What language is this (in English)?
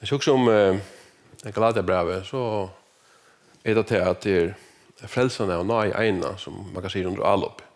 Faroese